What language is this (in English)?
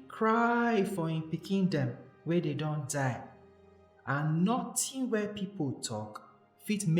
Nigerian Pidgin